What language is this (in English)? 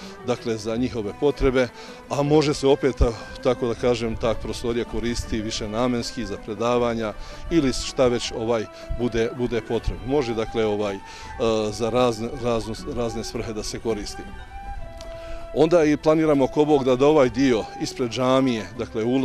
Bosnian